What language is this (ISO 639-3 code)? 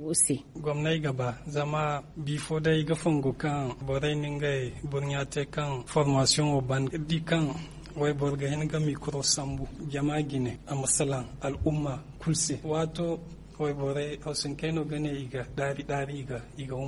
dje